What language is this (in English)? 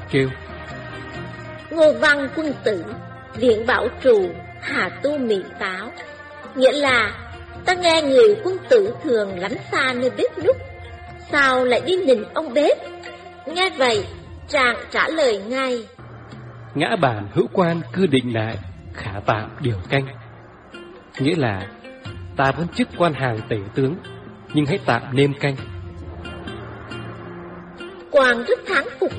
Vietnamese